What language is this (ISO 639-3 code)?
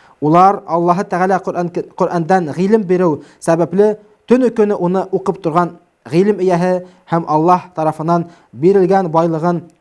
bak